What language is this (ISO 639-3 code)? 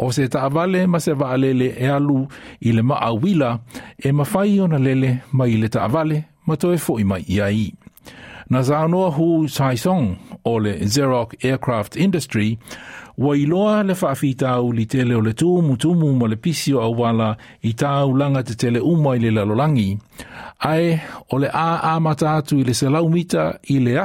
smo